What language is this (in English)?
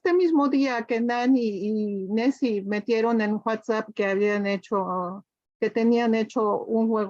Ladino